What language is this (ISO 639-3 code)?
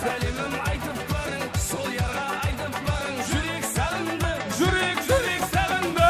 kaa